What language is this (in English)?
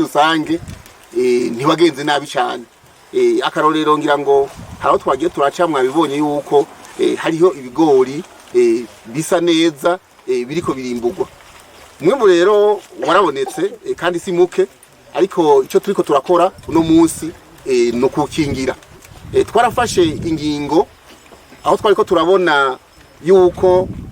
Rundi